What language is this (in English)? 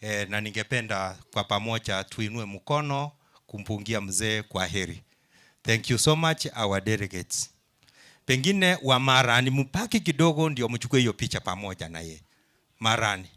Gusii